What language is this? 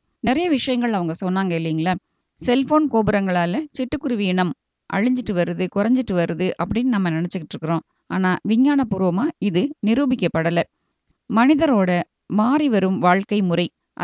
Tamil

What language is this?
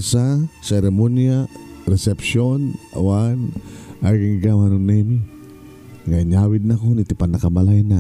Iloko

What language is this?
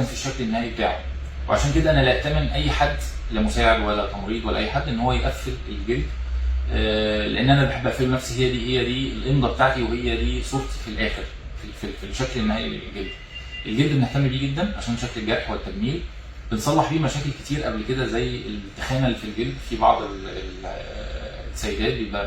Egyptian Arabic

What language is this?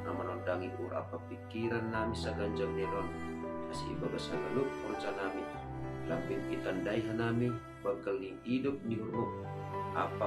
Batak Simalungun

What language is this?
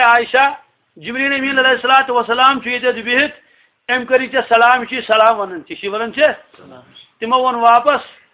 Kashmiri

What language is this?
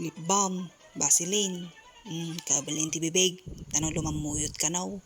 Iloko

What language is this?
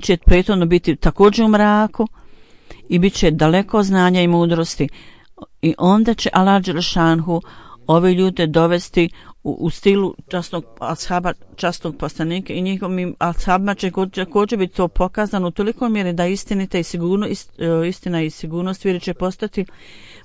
Bosnian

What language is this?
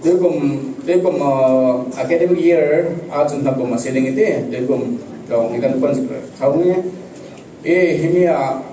Falam Chin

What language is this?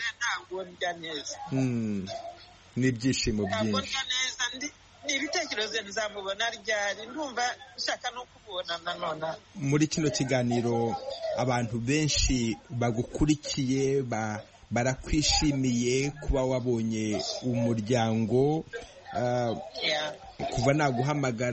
Kinyarwanda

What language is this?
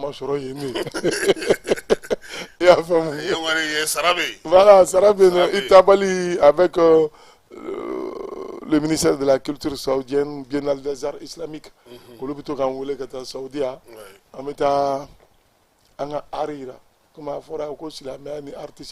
Bambara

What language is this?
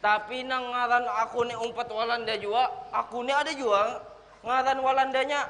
Banjar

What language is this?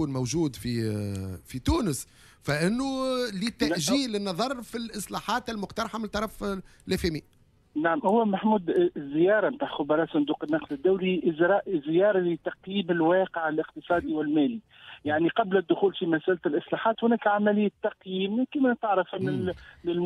Tunisian Arabic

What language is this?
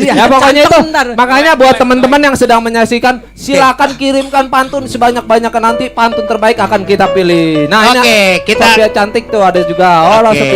Betawi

